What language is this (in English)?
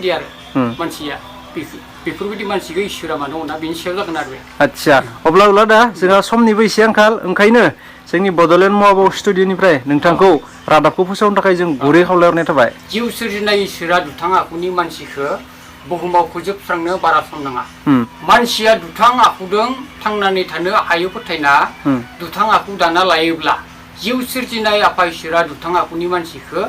Bodo